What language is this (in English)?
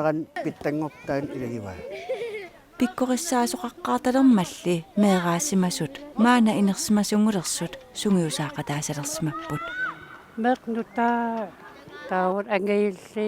Kalaallisut